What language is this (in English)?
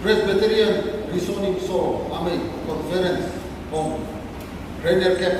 Karbi